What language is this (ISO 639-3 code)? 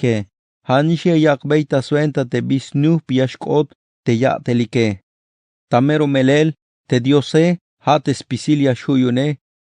tzh